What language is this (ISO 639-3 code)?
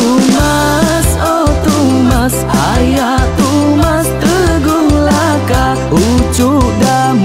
iba